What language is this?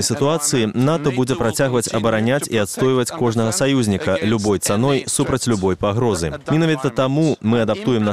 Belarusian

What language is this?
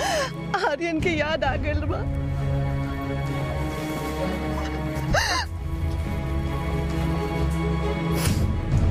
Bhojpuri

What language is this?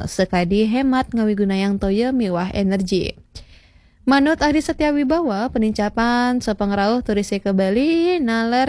Balinese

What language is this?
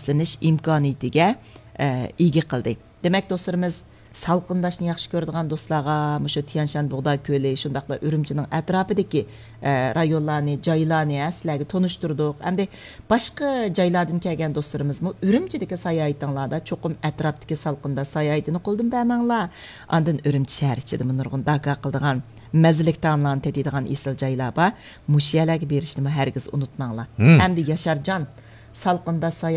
Uyghur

